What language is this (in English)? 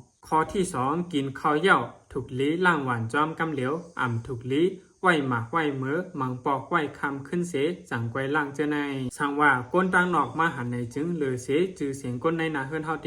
Shan